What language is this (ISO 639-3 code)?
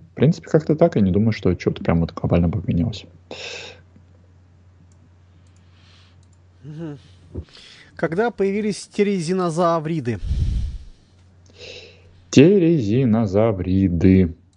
rus